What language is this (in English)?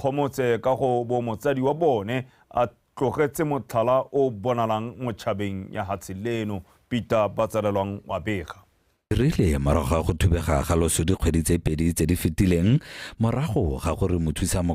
Tswana